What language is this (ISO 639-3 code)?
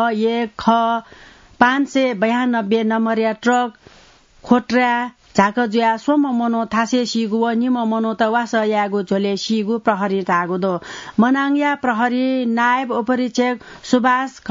new